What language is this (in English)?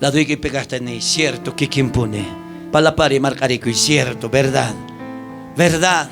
South Bolivian Quechua